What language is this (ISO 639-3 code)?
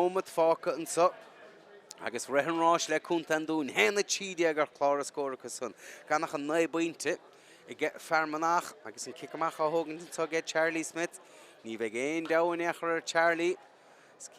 gle